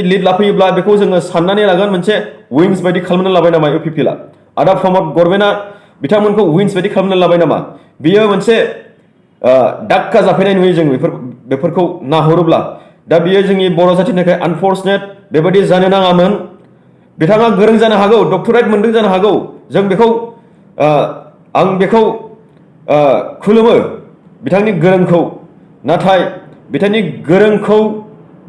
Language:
Bodo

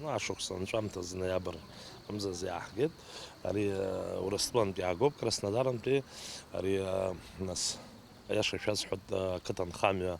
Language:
Abkhazian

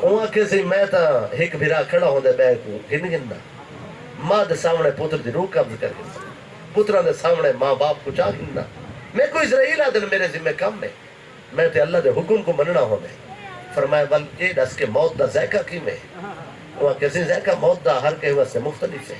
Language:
Saraiki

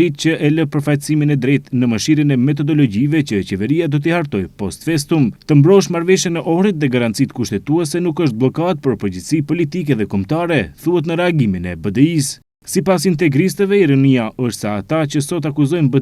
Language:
Albanian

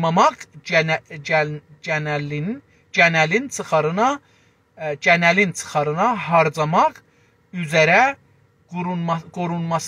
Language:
South Azerbaijani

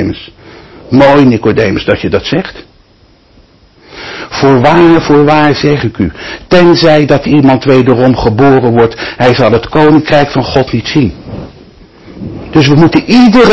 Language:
Dutch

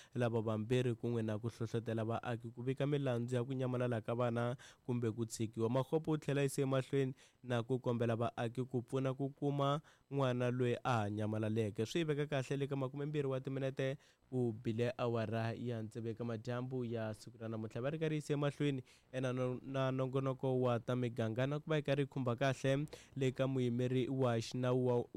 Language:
Tsonga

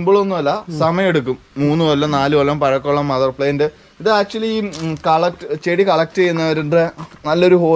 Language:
Malayalam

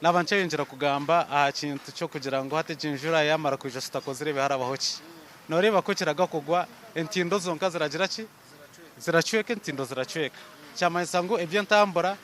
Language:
Nyankole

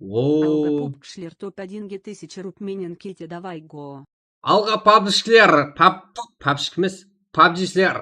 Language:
Kara-Kalpak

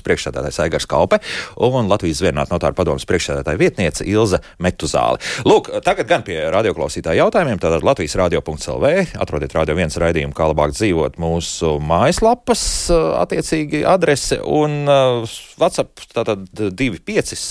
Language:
Latvian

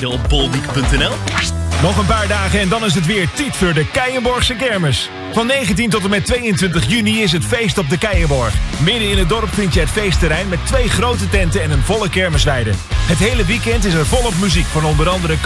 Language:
Dutch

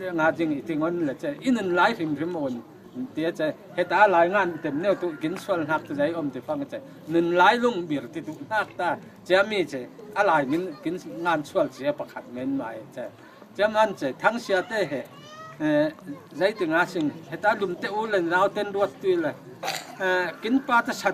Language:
Falam Chin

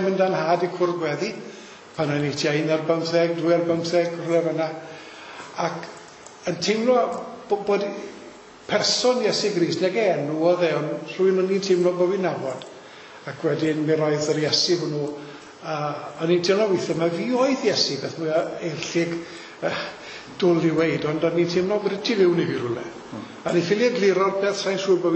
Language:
Welsh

